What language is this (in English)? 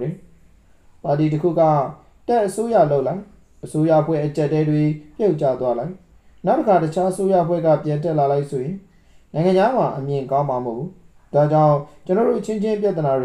Burmese